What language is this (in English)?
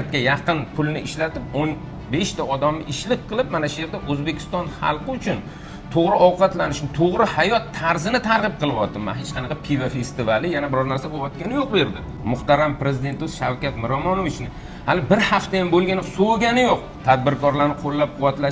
Uzbek